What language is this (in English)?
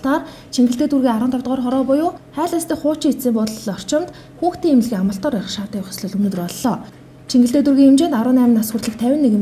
Mongolian